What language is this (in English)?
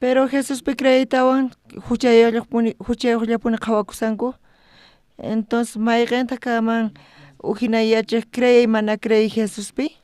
South Bolivian Quechua